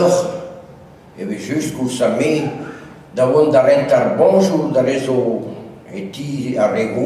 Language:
Breton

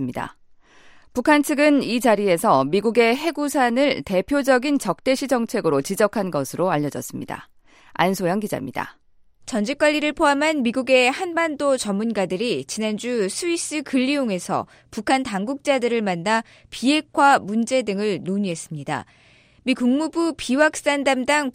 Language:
Korean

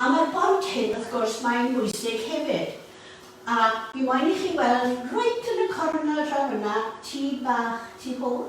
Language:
Welsh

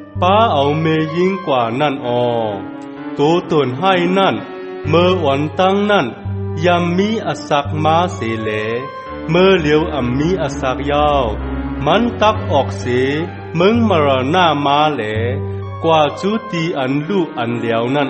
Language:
Shan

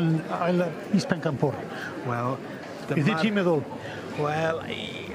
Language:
Welsh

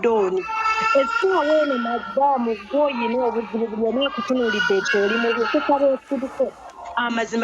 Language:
Ganda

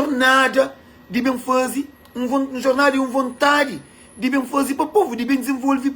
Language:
Kabuverdianu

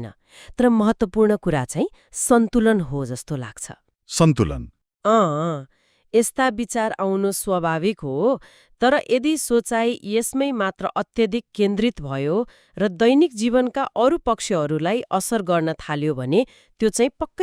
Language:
Nepali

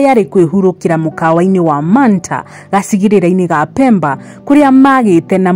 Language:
Kikuyu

